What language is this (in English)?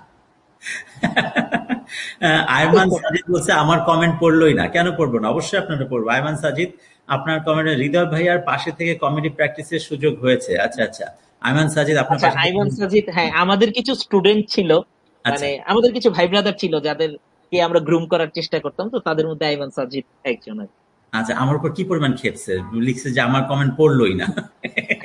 Bangla